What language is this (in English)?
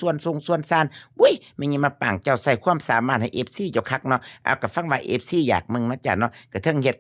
Northeastern Thai